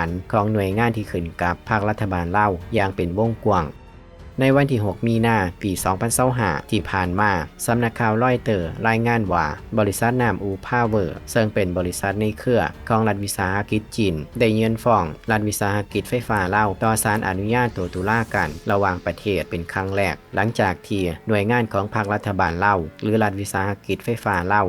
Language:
Lao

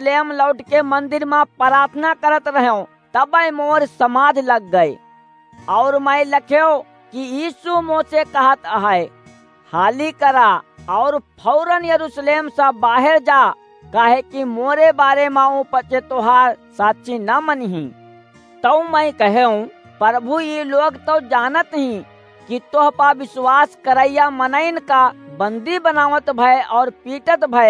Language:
Awadhi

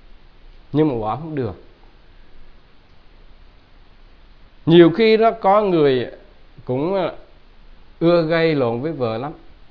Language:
Vietnamese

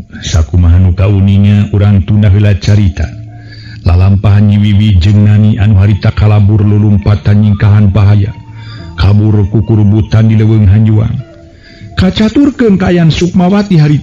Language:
Sundanese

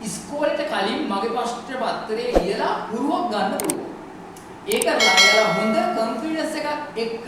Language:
Sinhala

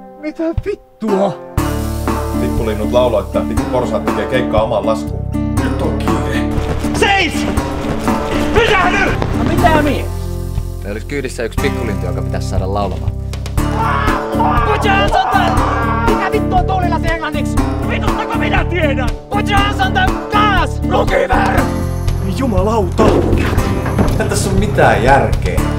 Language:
Finnish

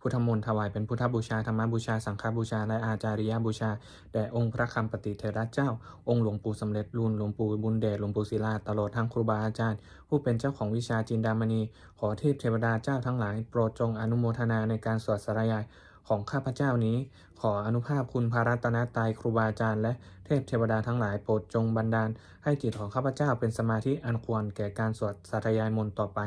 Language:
Pali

